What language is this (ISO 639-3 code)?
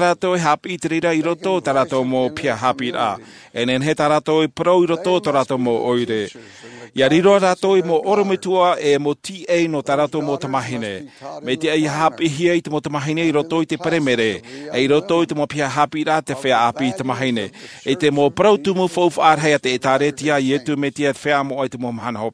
tah